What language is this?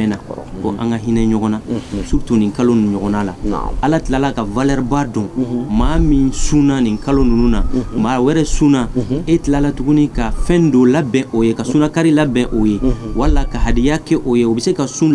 Bambara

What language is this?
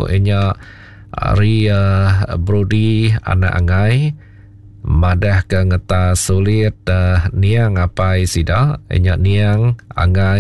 Iban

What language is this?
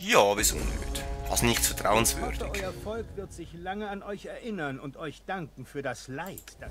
Swiss German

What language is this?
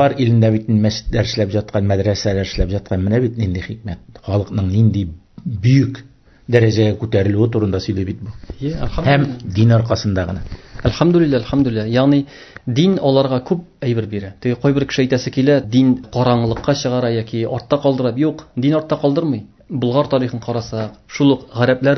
Tatar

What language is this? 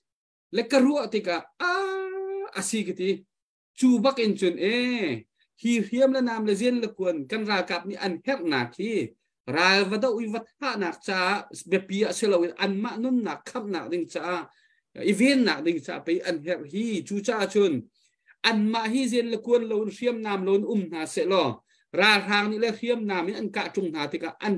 Hakha Chin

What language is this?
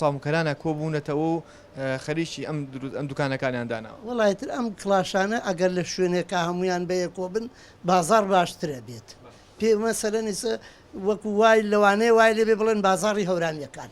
Central Kurdish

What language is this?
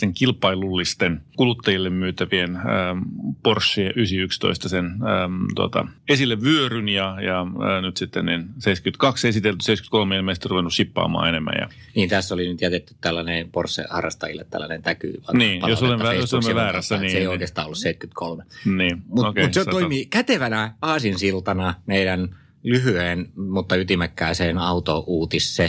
Finnish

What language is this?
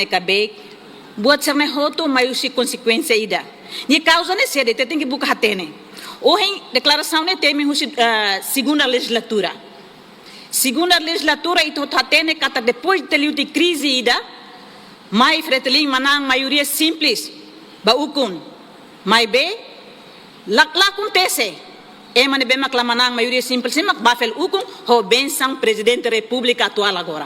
Tetum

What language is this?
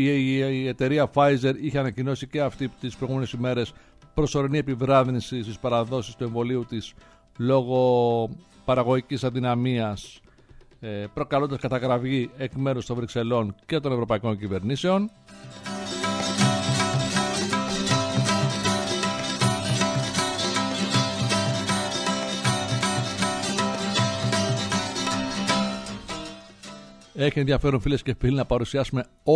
Greek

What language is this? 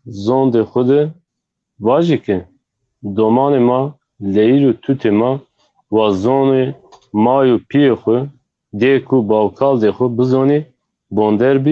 Zaza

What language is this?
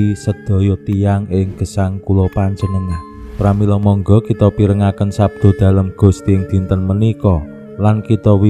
Javanese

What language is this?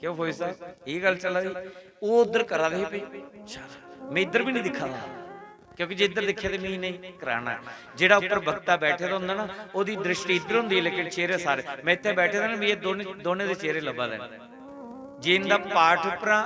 Dogri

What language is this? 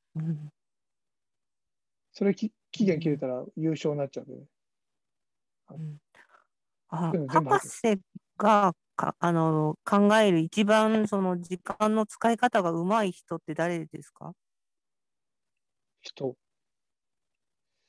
Japanese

